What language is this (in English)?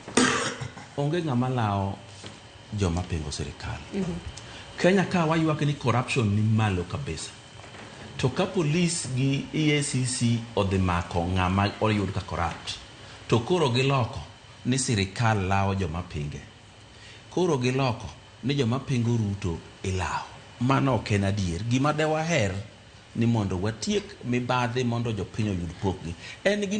Luo (Kenya and Tanzania)